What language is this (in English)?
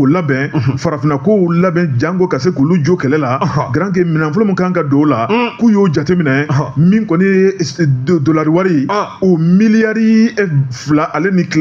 Bambara